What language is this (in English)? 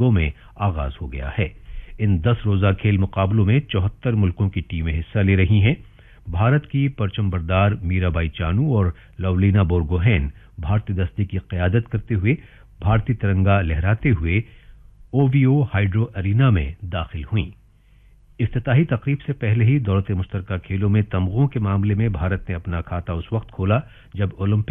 Urdu